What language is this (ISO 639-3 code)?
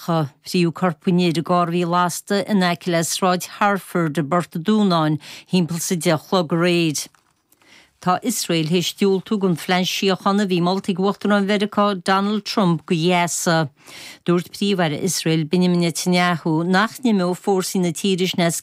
gle